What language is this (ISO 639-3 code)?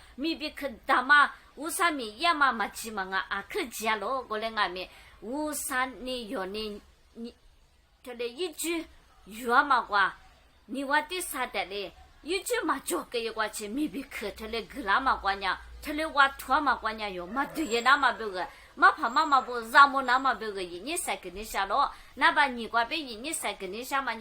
lis